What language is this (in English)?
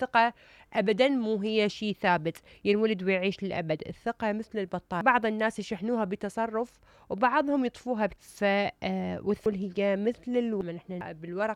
Mesopotamian Arabic